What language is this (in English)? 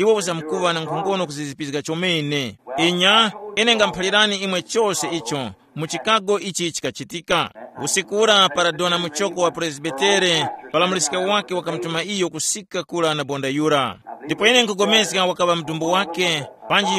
Tumbuka